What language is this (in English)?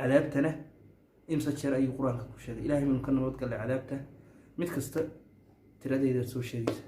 Somali